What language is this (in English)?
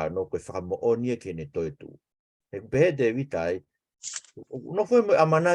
Tongan